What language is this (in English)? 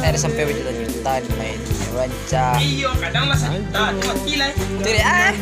Minangkabau